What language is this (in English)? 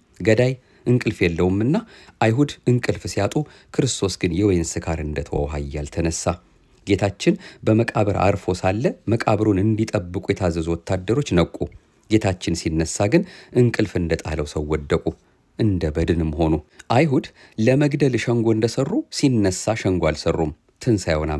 Amharic